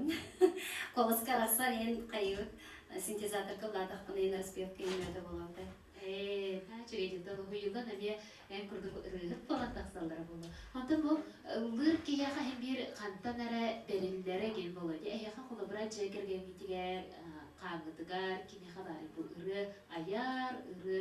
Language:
Yakut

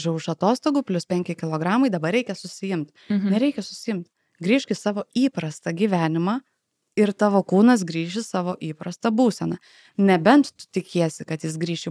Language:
Lithuanian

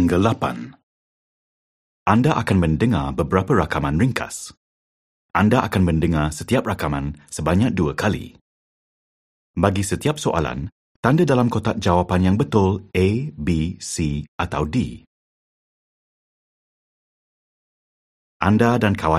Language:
Malay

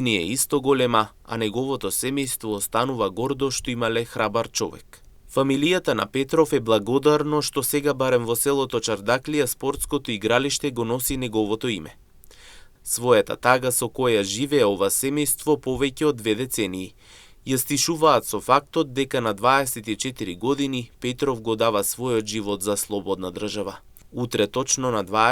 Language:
Macedonian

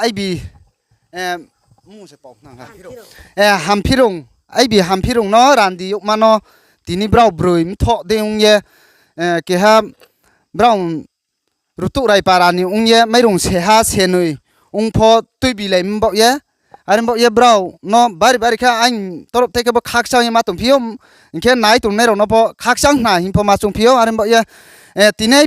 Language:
Riang (India)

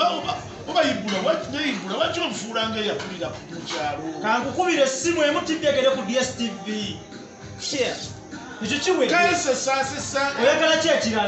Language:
Ganda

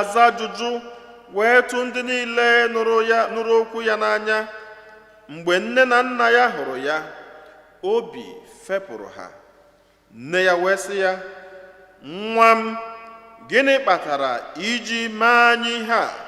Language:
Igbo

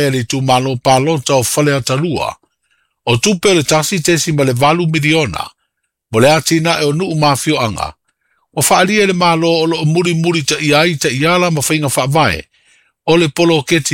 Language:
Samoan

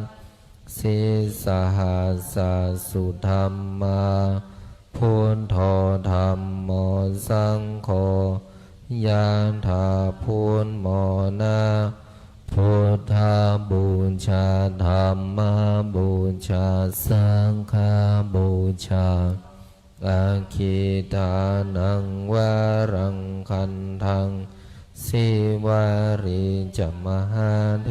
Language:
Pali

